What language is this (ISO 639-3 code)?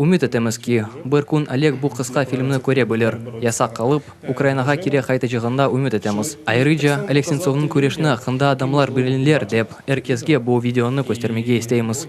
crh